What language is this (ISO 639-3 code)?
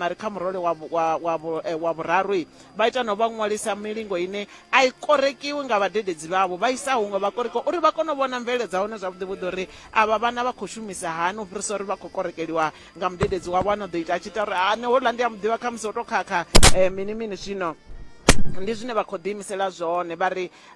ven